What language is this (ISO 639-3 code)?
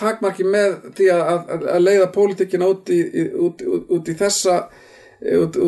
isl